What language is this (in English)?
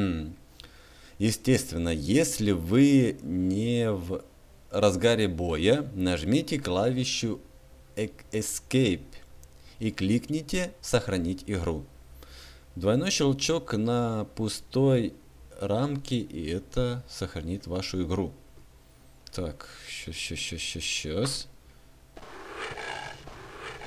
Russian